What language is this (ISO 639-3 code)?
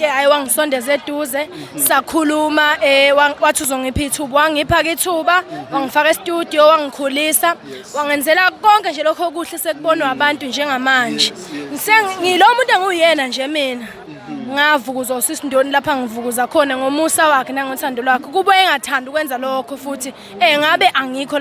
zul